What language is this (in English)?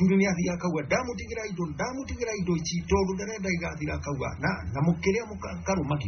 Kikuyu